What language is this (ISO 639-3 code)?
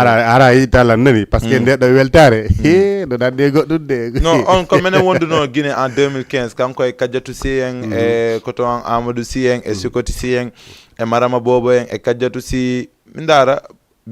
ful